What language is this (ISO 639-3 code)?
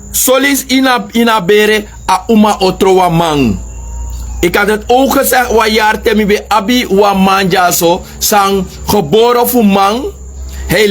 srn